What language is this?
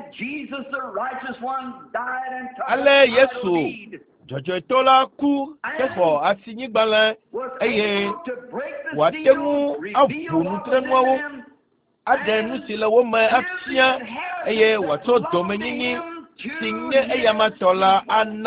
Ewe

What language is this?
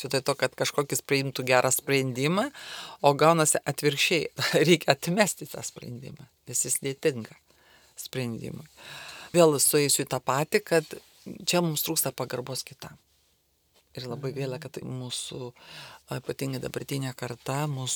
Lithuanian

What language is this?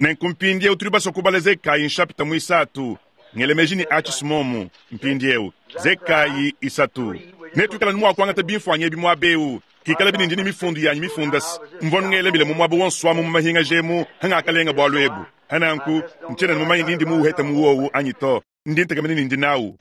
Luba-Lulua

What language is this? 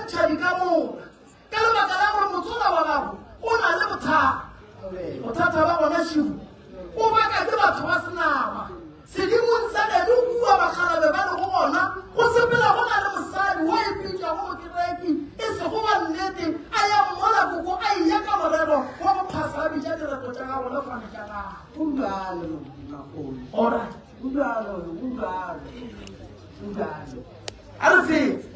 Northern Sotho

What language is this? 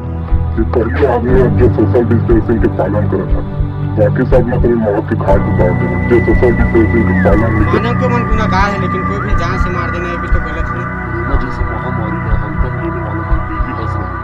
Chhattisgarhi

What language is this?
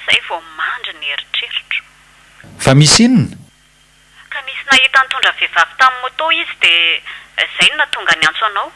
Malagasy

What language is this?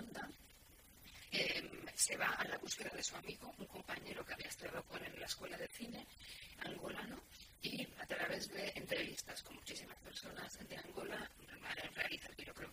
Spanish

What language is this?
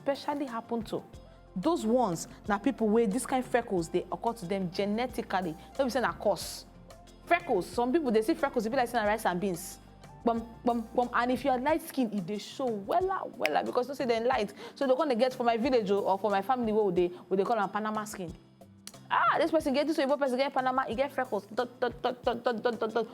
Nigerian Pidgin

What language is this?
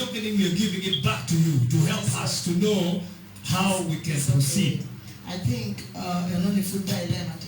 Acoli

